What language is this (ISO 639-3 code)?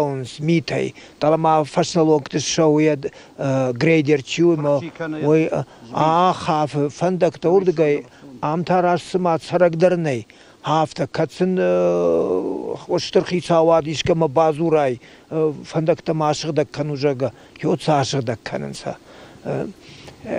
oss